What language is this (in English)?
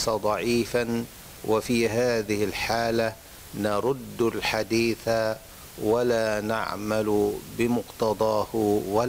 Arabic